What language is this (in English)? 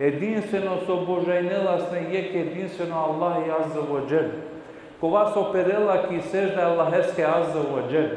Balkan Romani